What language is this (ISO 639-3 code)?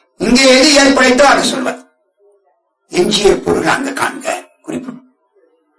tam